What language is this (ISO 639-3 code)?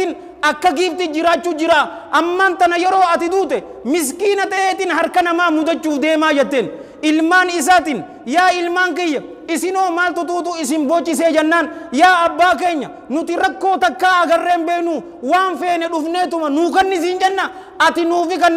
orm